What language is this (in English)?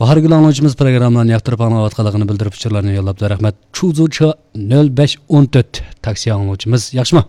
Uyghur